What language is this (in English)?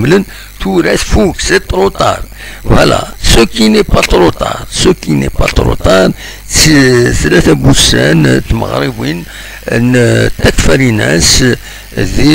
Kabyle